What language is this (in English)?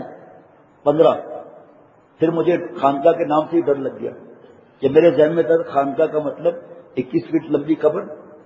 Urdu